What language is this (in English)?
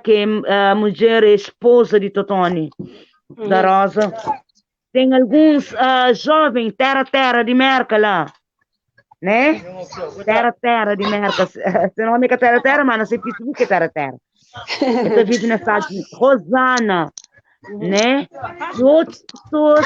Kabuverdianu